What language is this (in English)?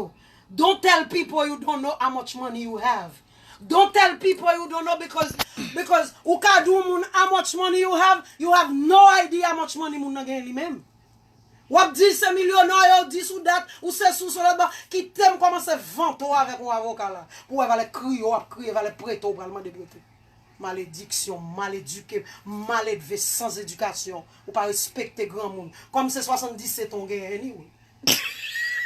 Haitian Creole